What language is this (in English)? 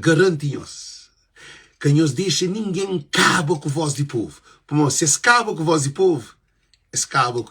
Kabuverdianu